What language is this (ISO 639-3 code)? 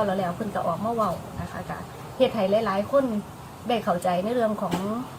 tts